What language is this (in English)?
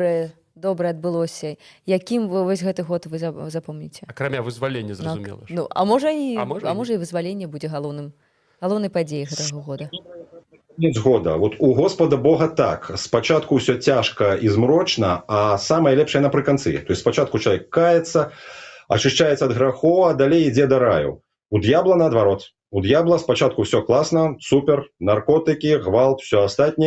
Belarusian